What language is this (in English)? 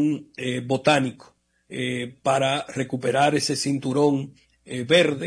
Spanish